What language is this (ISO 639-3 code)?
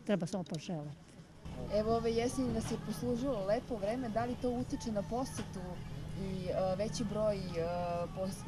srp